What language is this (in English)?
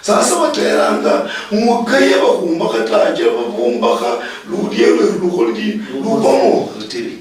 Luyia